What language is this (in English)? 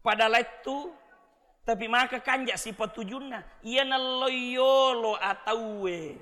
Buginese